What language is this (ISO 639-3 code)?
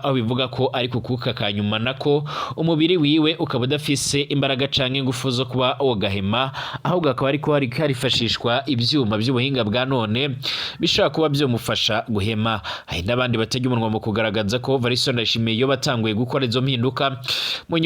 run